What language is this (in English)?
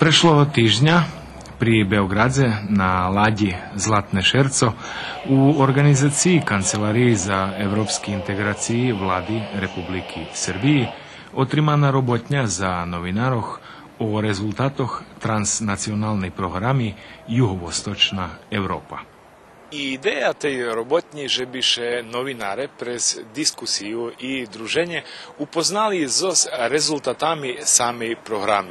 Rusyn